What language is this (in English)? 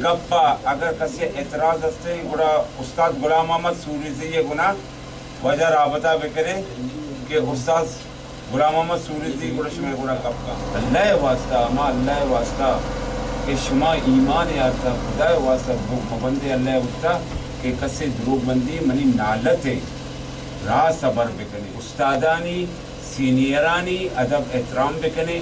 Baluchi